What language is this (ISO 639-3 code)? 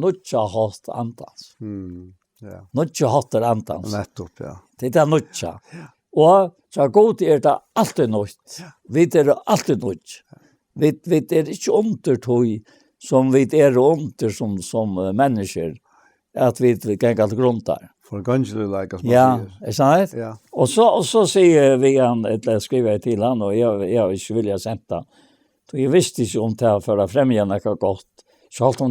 fao